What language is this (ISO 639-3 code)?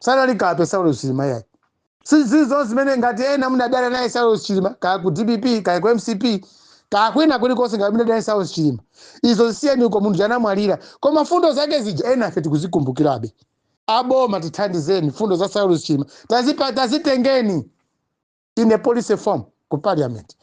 nya